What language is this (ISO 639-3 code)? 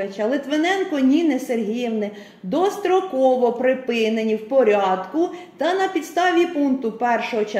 ukr